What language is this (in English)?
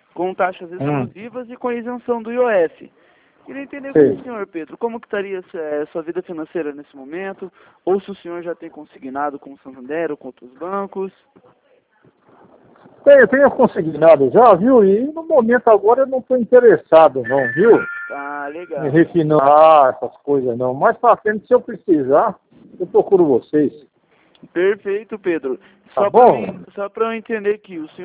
Portuguese